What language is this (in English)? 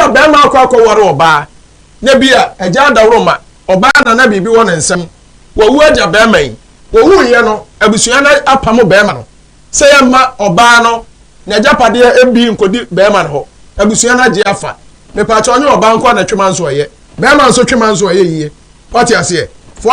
Akan